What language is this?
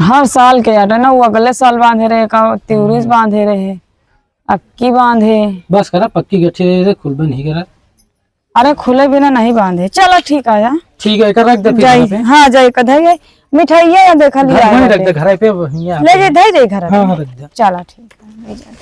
Awadhi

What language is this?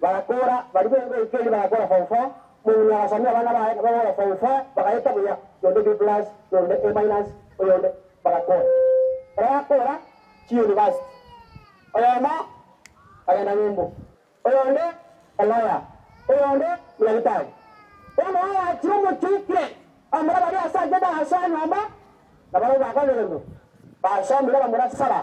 Gusii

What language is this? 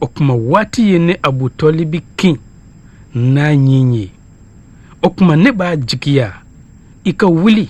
Bambara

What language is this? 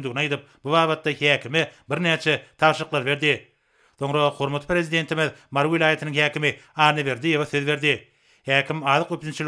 Turkmen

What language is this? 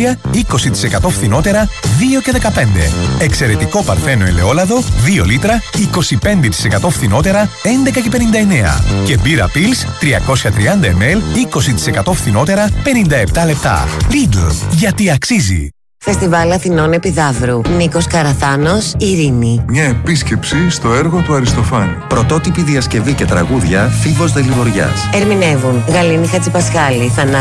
Greek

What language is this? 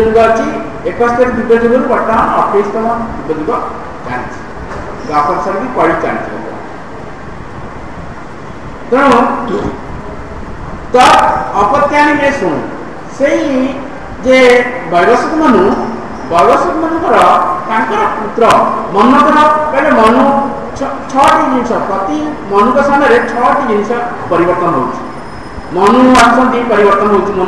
Odia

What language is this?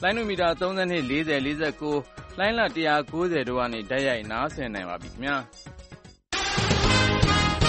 Burmese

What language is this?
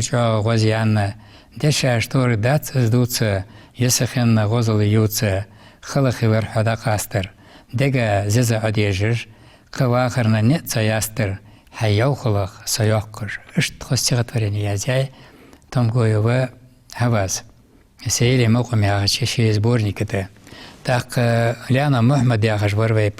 Ingush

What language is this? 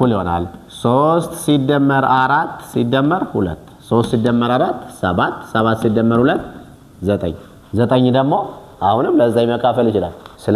Amharic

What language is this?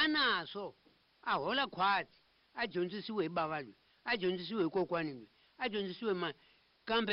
Tsonga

